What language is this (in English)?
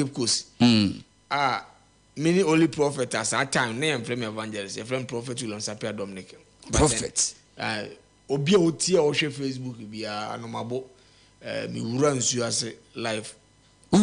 Akan